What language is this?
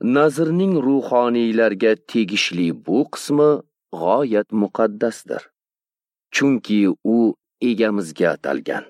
Uzbek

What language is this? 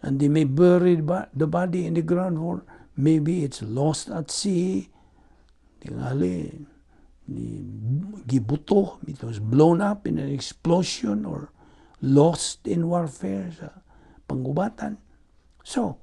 Cebuano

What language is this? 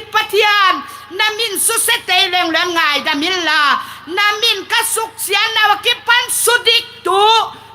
Tedim Chin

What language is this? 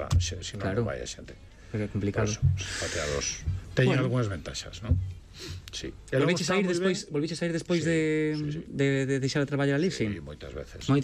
Galician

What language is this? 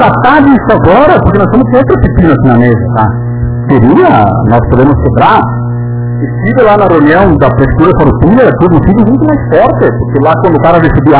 Portuguese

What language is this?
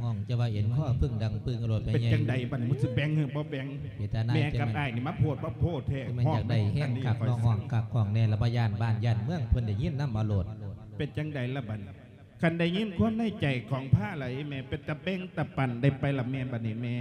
Lao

